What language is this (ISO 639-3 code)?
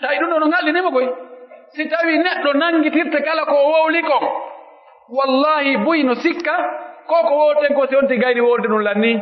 fuf